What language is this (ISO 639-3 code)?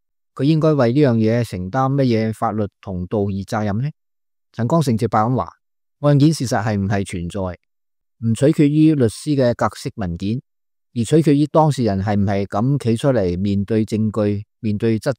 yue